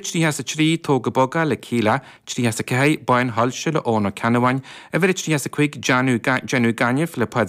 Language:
Irish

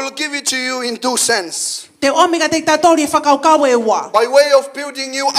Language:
Tongan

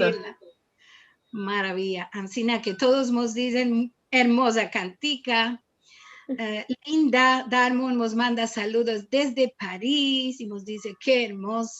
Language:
Ladino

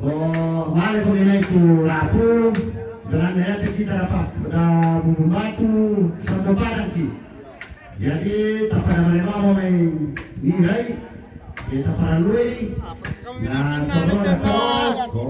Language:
Toraja-Sa'dan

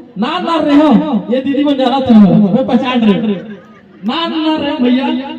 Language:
Chhattisgarhi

